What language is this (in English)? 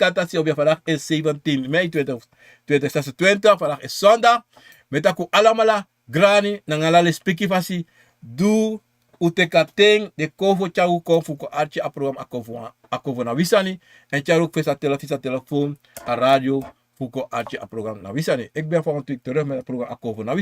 Sranan Tongo